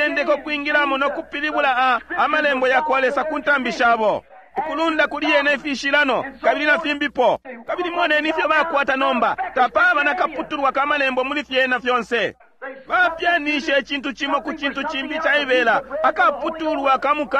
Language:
Bemba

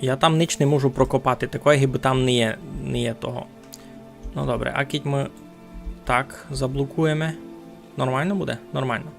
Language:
Rusyn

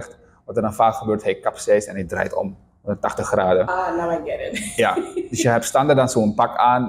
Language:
Dutch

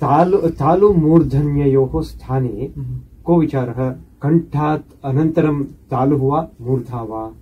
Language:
Sanskrit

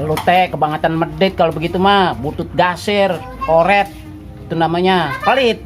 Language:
Betawi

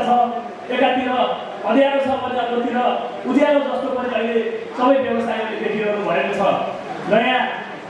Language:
Nepali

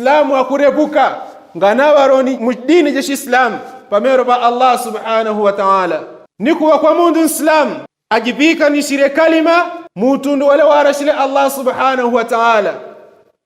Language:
Yao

